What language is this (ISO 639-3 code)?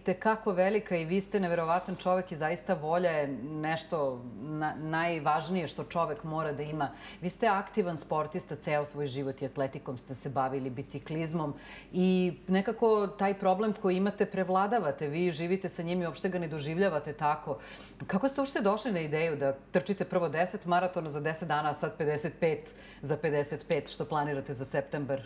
srp